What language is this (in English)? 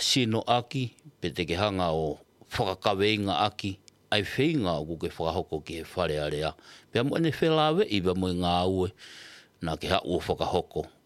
Tongan